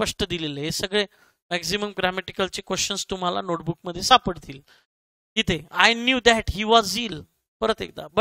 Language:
Marathi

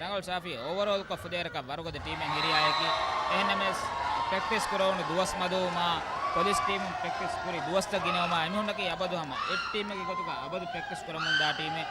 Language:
Divehi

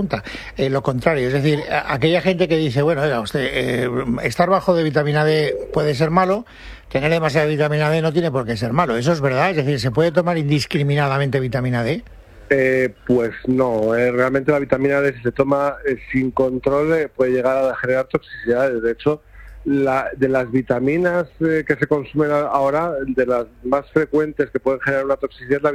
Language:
Spanish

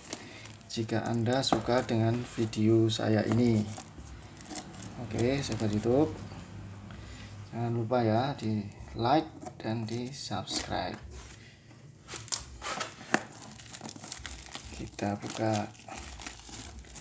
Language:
Indonesian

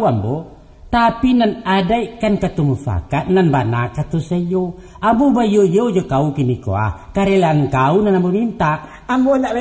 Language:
Minangkabau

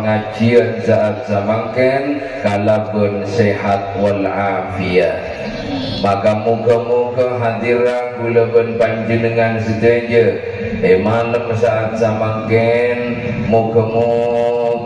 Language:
Madurese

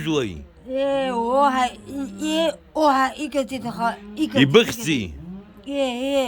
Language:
Abkhazian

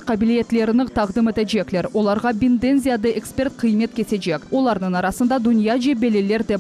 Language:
Crimean Tatar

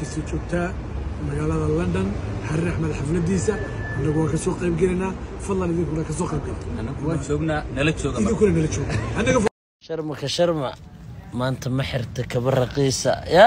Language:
Somali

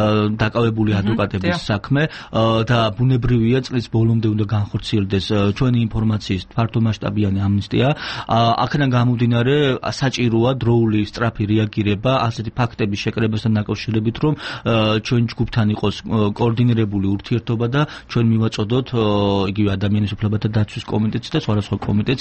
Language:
Georgian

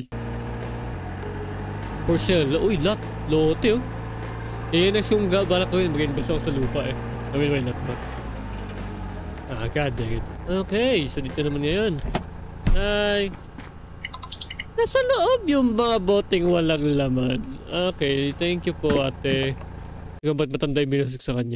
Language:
Filipino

